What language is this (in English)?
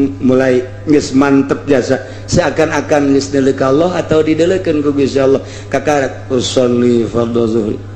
Sundanese